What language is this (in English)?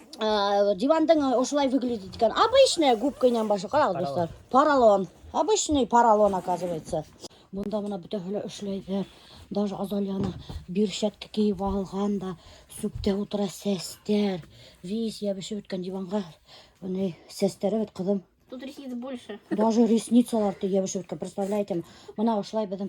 Bashkir